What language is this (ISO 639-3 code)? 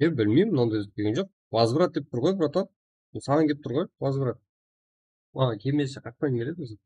kaa